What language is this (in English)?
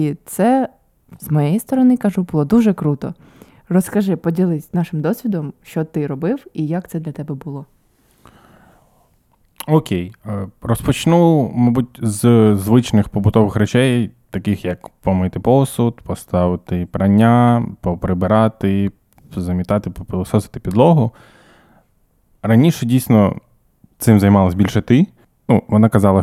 Ukrainian